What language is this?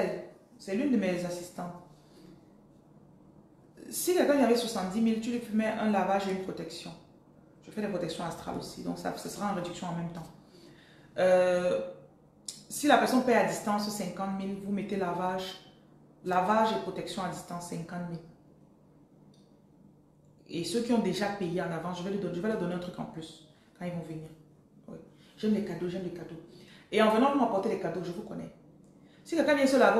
French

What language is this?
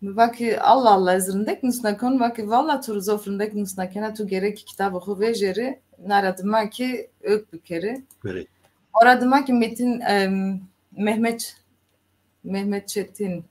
Zaza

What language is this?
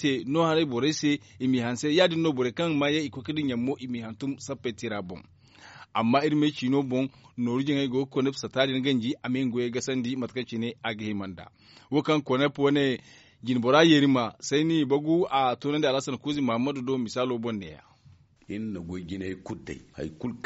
Zarma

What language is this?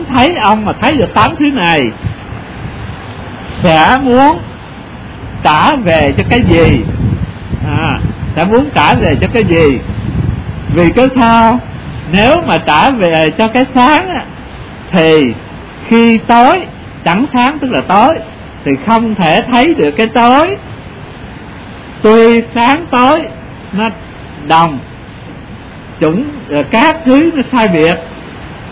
Vietnamese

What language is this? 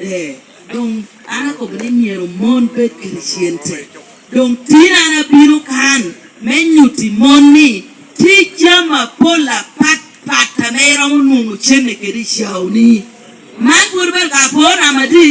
Lango (Uganda)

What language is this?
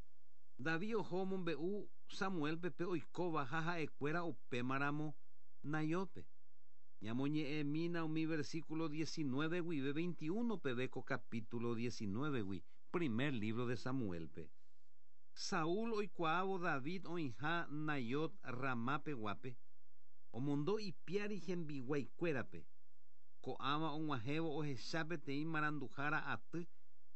Guarani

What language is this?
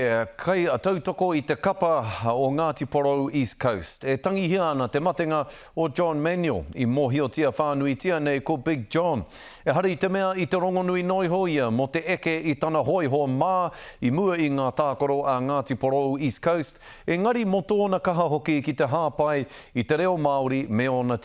Māori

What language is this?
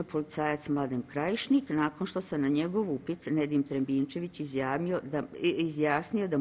Bosnian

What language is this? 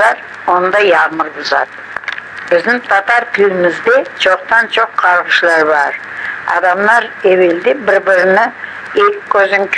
Crimean Tatar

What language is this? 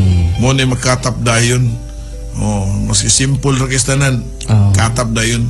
Cebuano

